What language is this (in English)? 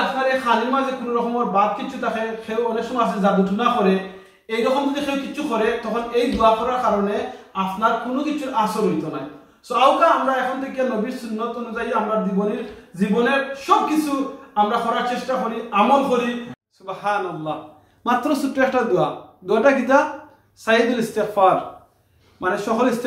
Sylheti